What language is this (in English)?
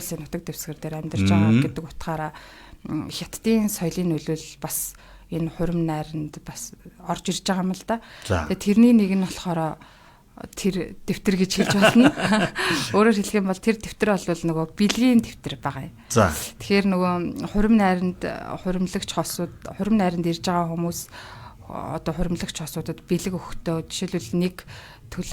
Mongolian